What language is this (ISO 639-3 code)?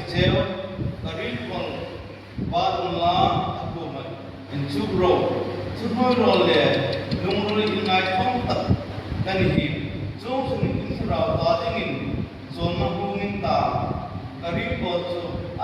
hmr